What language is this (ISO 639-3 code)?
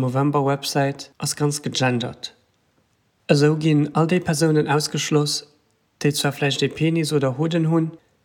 ltz